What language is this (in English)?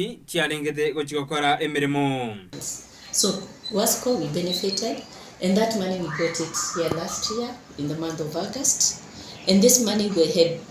Gusii